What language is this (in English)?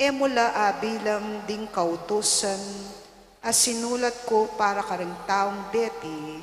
Pampanga